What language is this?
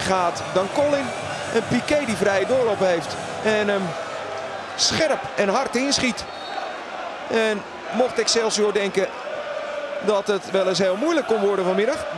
Dutch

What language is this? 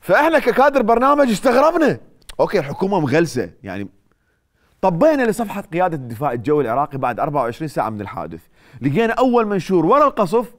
Mesopotamian Arabic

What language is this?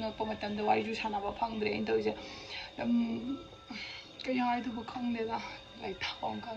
Manipuri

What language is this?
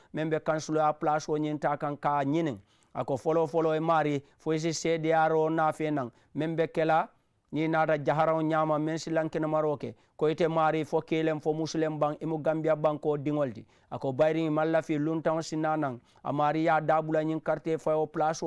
Mandingo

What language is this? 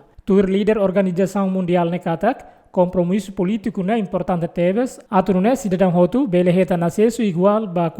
Tetum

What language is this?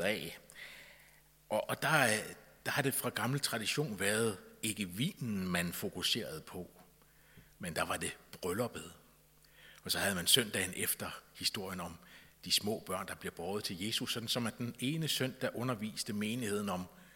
Danish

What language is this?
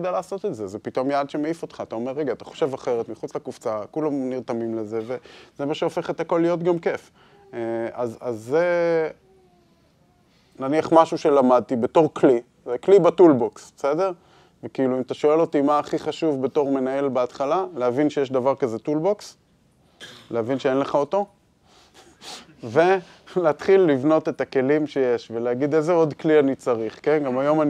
Hebrew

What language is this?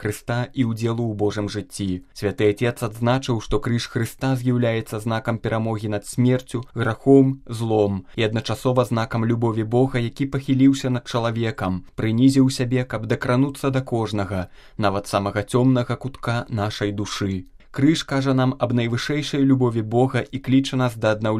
Belarusian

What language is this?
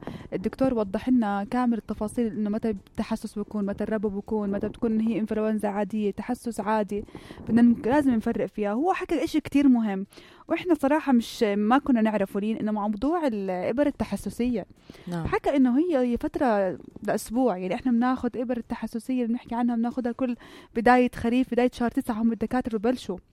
North Levantine Arabic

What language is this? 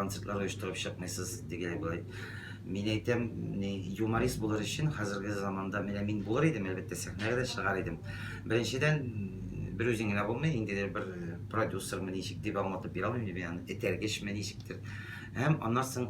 Tatar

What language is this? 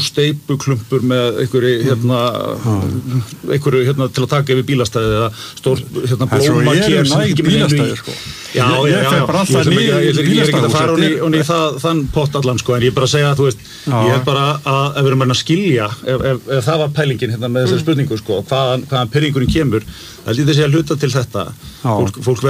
Icelandic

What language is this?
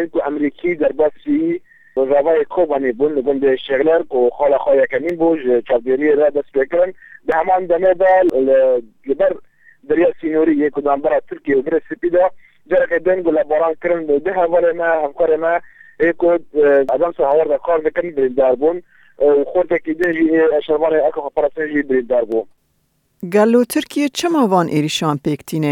Kurdish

